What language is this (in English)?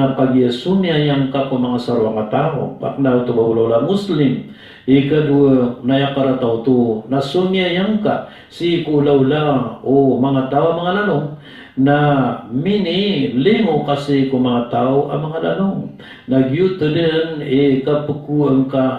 Maranao